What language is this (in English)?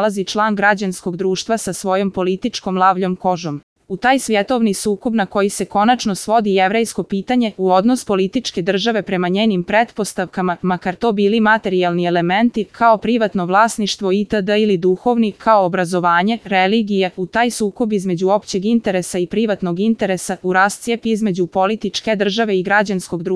Croatian